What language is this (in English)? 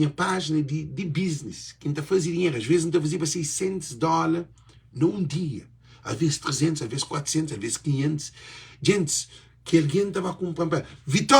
Kabuverdianu